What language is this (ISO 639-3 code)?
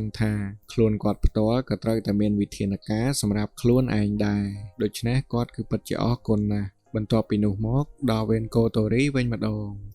khm